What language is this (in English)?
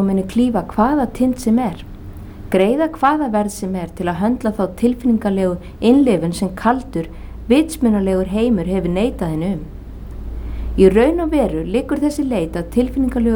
Icelandic